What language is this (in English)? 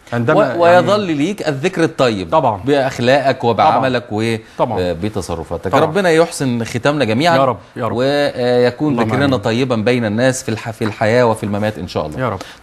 Egyptian Arabic